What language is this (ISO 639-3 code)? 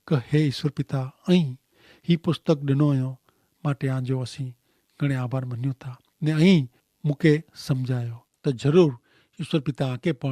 kfr